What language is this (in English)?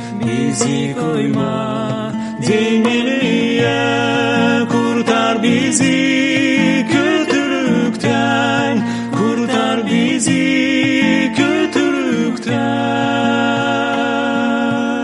Gagauz